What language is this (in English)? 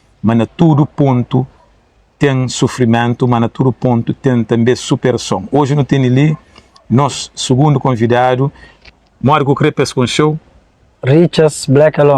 Kabuverdianu